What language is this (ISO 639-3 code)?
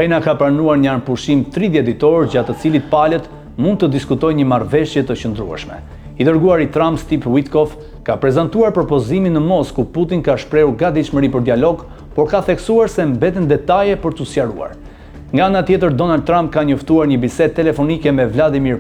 sqi